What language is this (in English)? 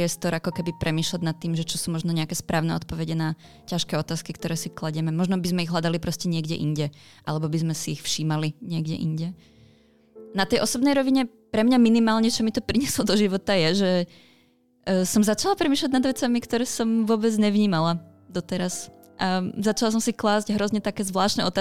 Slovak